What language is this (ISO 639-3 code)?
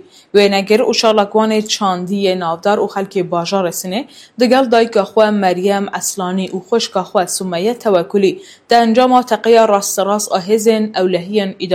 kur